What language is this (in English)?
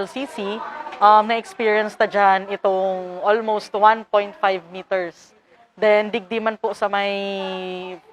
Bikol